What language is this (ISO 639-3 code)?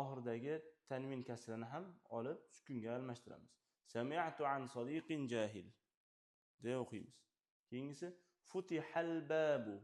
uzb